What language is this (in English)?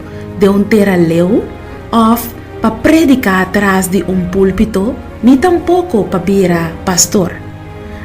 Papiamento